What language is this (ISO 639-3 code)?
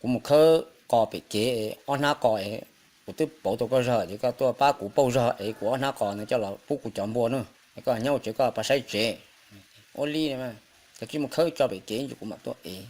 hmn